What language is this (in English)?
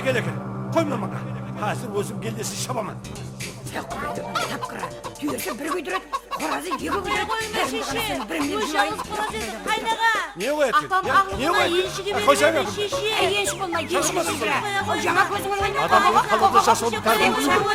Kara-Kalpak